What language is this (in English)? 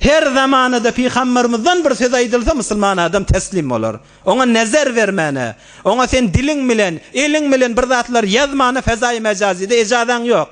Turkmen